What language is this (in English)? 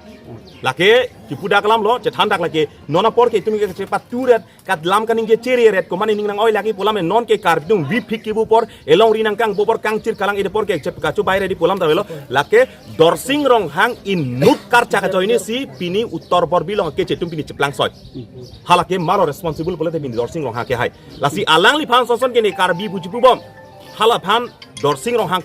Karbi